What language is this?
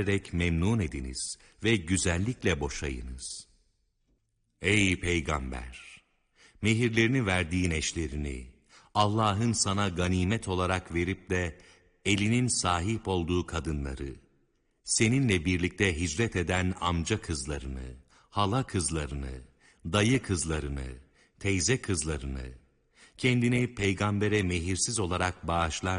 Turkish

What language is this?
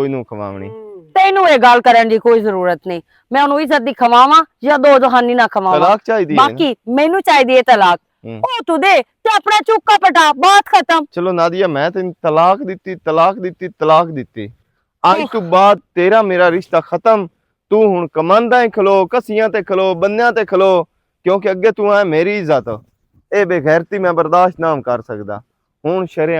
Western Panjabi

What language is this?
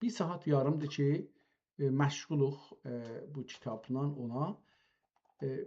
South Azerbaijani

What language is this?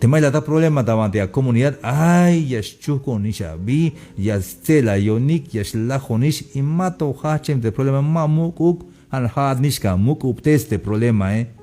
Tzeltal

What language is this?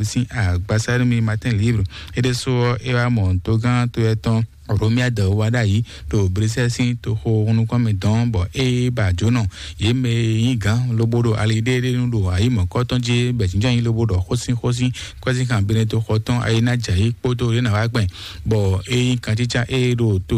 Fon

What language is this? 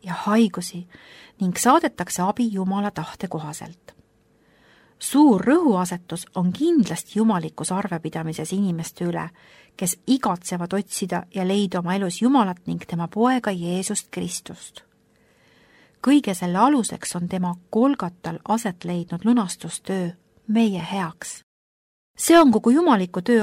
Estonian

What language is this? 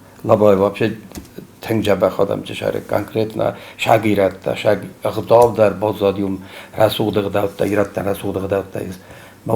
Ossetic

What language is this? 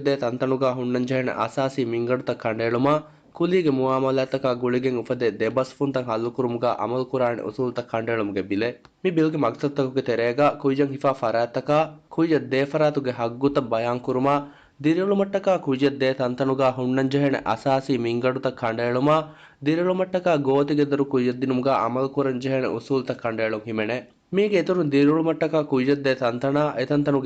Divehi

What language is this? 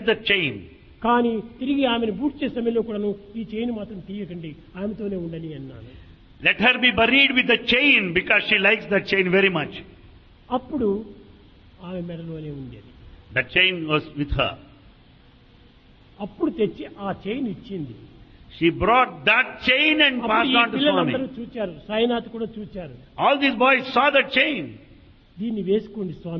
Telugu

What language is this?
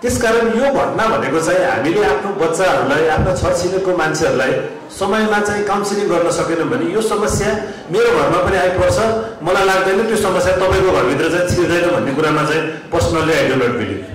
Nepali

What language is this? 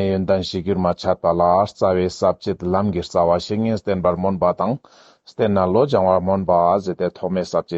Ladakhi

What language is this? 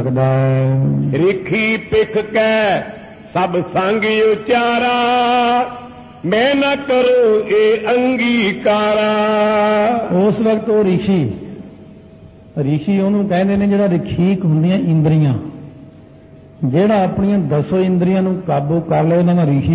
Punjabi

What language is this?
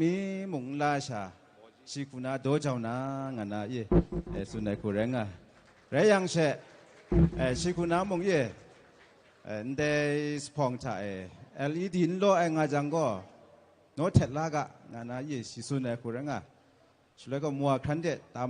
Kachin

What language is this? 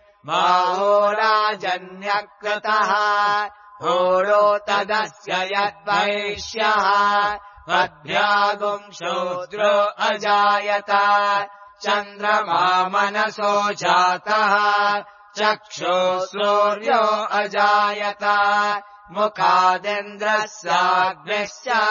Sanskrit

